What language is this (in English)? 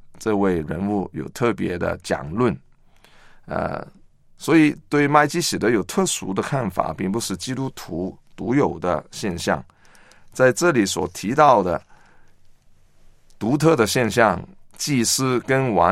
Chinese